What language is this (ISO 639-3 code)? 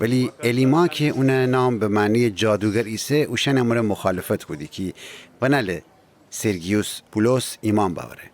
glk